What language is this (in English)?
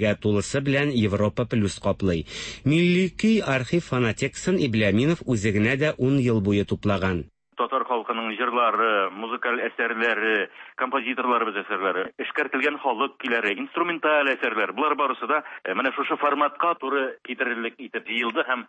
Tatar